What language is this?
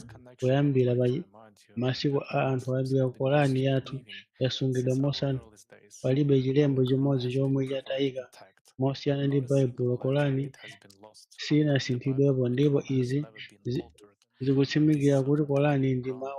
Nyanja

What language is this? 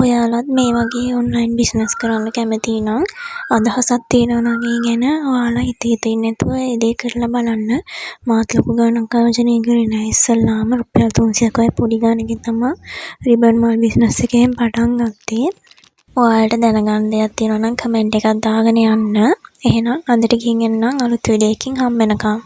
Sinhala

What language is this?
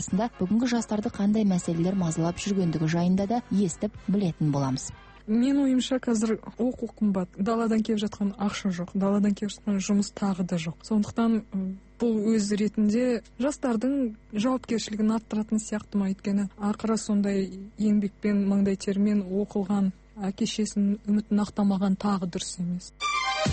Kazakh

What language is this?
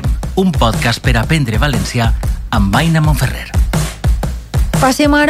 Catalan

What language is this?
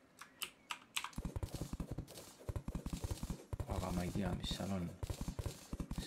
Estonian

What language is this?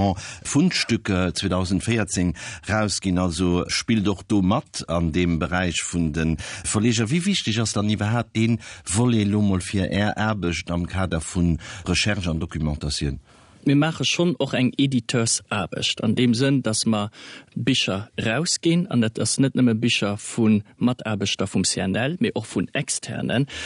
Luxembourgish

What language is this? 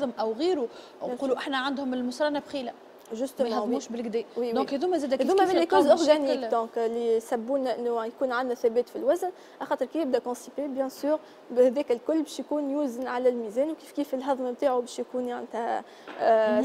Tunisian Arabic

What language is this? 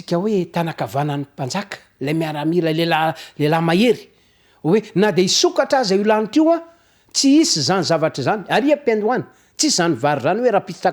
Malagasy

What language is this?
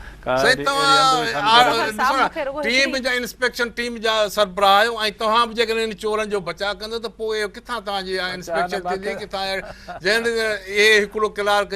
Sindhi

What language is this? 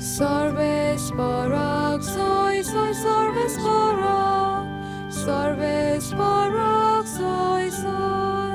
Konkani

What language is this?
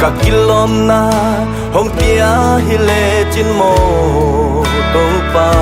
Tedim Chin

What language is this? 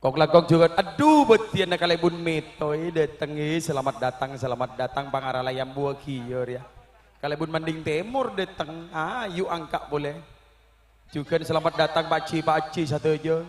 Madurese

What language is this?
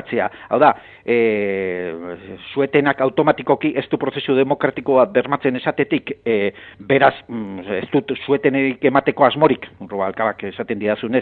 Basque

